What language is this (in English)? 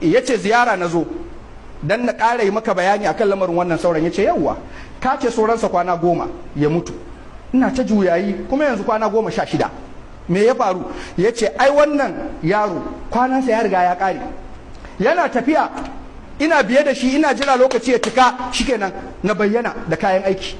Hausa